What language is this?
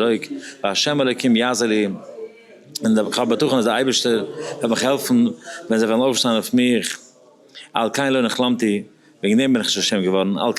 Yiddish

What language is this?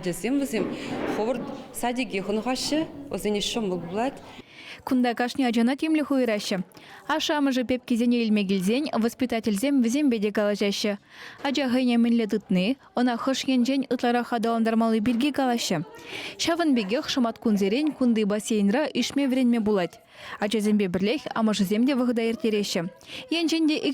Chuvash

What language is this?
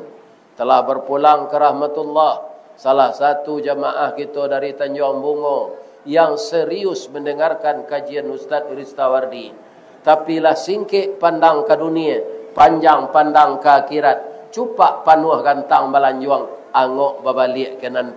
Minangkabau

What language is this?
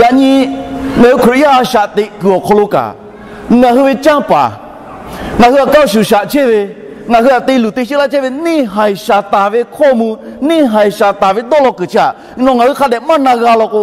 Lahu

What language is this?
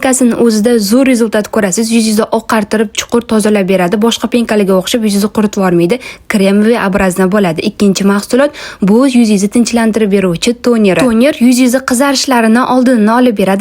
Uzbek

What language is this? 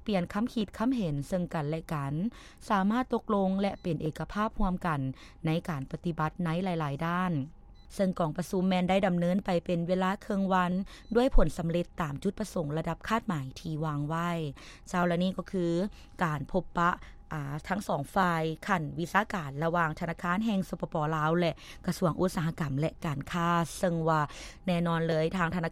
Lao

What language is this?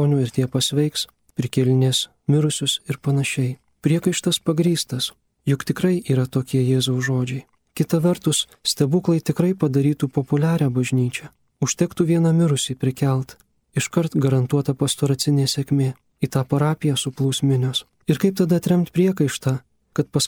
Lithuanian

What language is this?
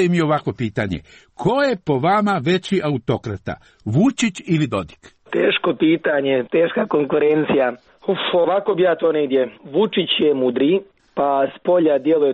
Serbian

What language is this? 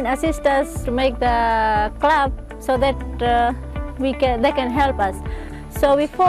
Fijian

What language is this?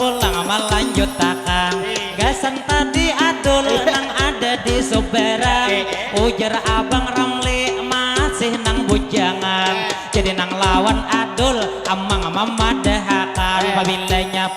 Banjar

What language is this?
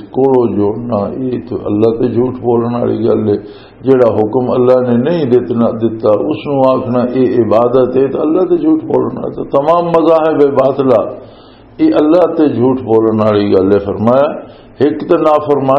Western Panjabi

